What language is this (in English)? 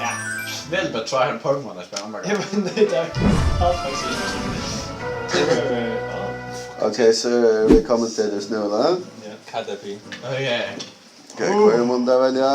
Faroese